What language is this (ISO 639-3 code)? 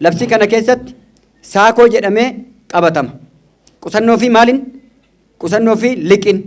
orm